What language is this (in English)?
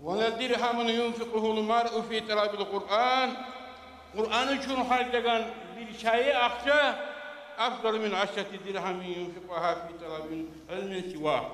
Kumyk